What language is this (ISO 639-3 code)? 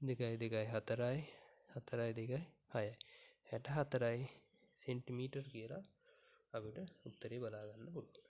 sin